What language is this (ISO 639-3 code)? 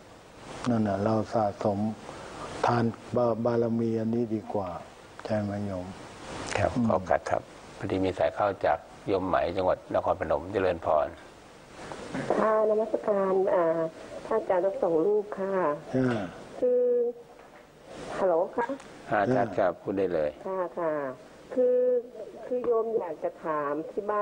tha